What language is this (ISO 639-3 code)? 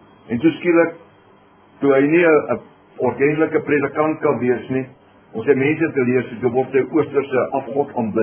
afr